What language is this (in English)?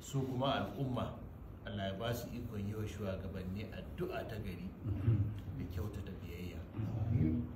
Hausa